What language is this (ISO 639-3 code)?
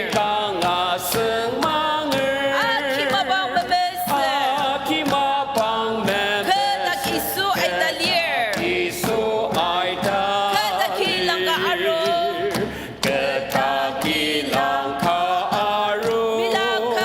njo